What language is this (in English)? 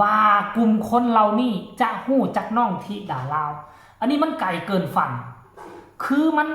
Lao